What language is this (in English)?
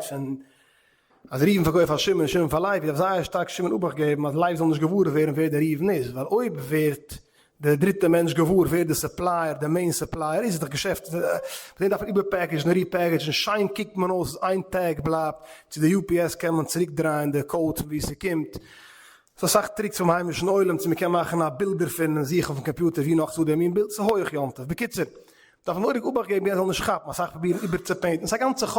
Yiddish